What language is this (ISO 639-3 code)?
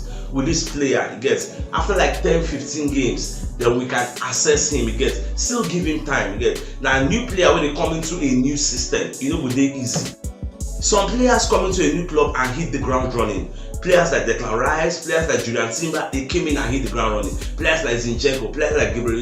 pcm